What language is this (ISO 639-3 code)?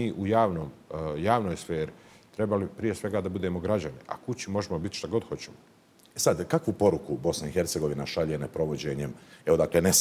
bos